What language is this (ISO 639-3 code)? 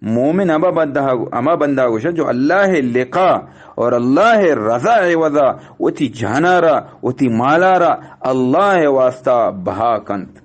bgp